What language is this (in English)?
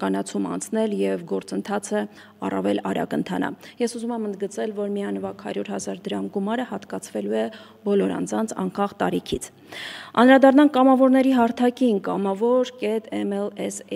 Armenian